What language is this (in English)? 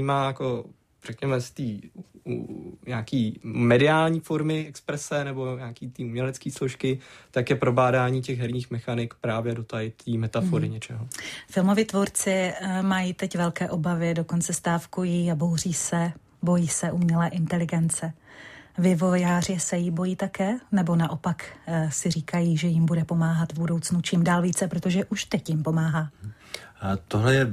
Czech